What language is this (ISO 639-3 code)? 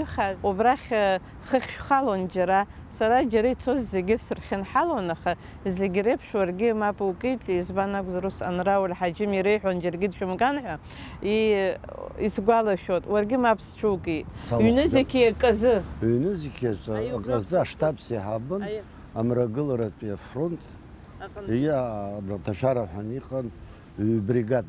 abk